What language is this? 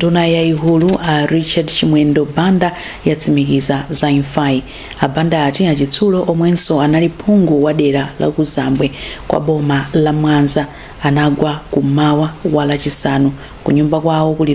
Nyanja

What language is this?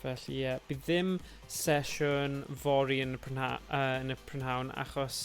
Welsh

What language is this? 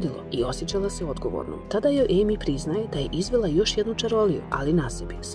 Croatian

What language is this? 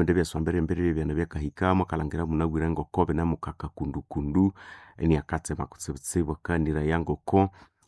Nande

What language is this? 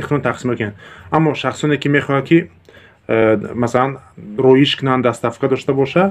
Tajik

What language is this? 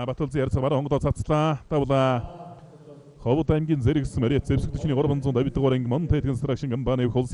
Mongolian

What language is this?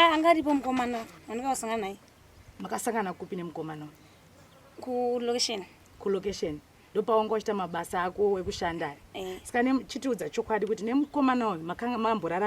Shona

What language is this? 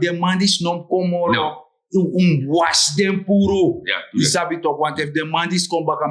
Sranan Tongo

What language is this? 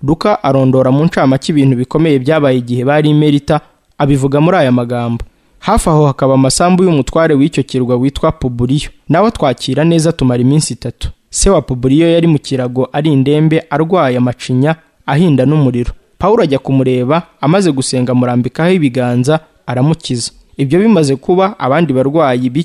Kinyarwanda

